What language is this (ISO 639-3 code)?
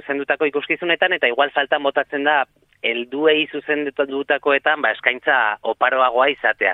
eus